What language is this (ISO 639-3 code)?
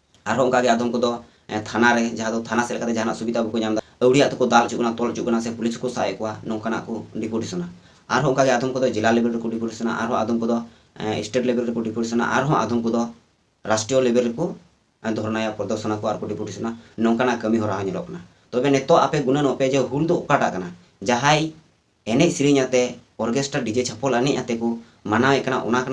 sat